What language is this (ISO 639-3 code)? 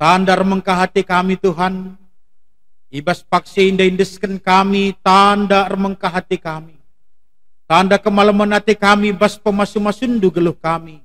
btx